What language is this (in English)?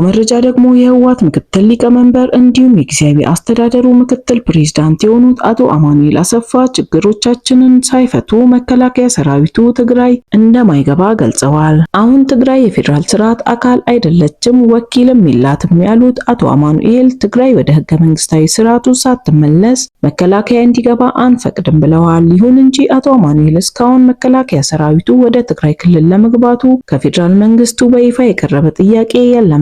Amharic